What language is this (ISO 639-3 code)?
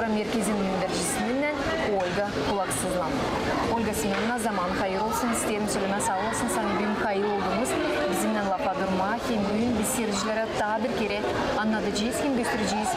gag